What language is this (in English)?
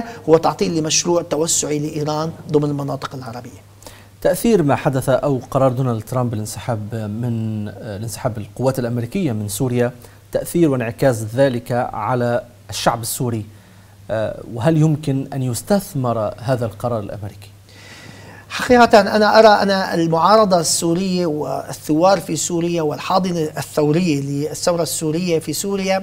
Arabic